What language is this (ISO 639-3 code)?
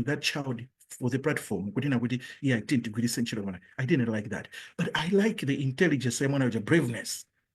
nya